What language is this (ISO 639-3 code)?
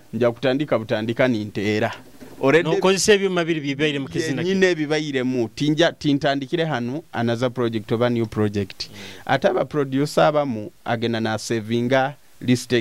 nyo